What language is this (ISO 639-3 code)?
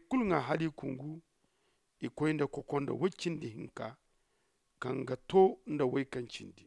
dje